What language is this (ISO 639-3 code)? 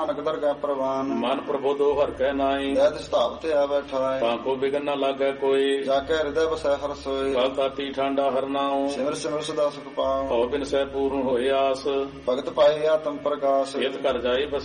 pan